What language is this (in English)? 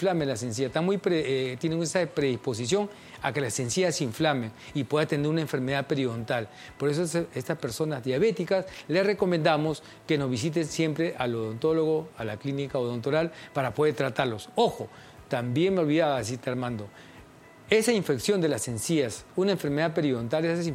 Spanish